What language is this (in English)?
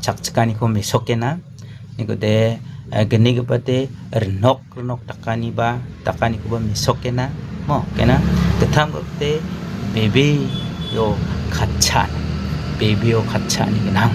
Garo